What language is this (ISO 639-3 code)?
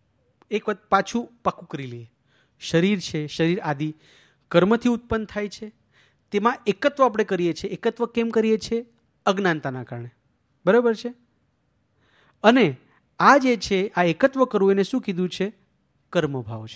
guj